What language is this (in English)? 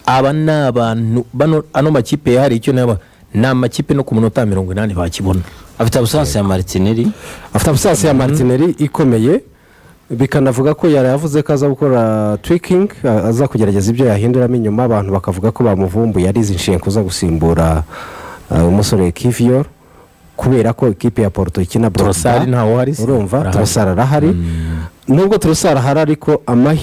Kinyarwanda